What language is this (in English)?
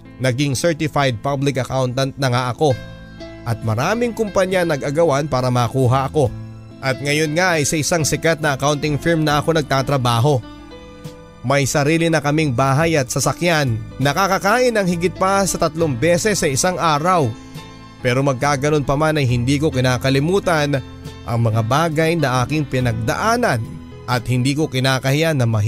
Filipino